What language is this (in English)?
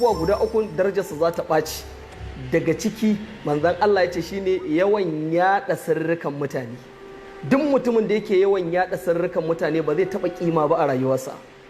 Hausa